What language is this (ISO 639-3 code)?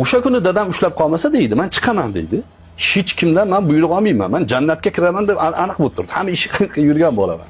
uzb